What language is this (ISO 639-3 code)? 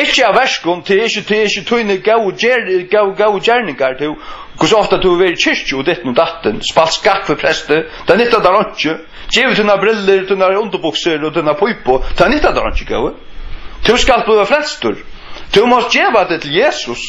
fao